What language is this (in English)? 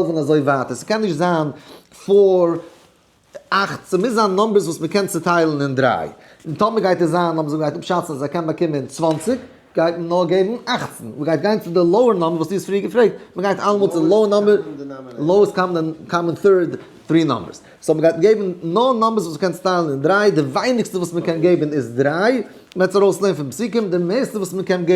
Yiddish